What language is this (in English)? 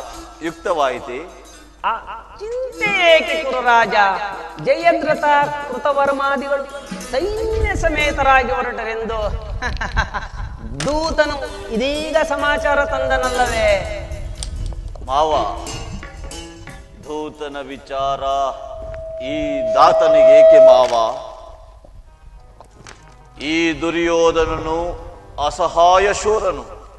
Kannada